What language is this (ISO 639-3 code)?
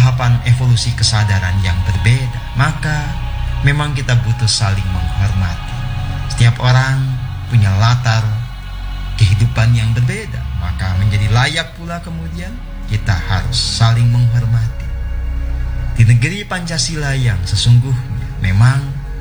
ind